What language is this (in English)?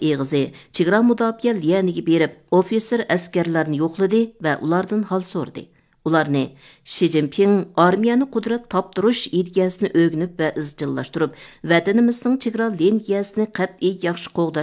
Uyghur